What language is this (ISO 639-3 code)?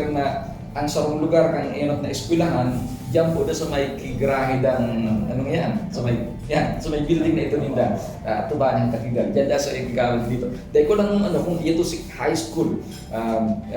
bik